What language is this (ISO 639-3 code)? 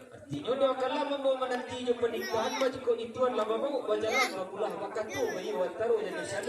min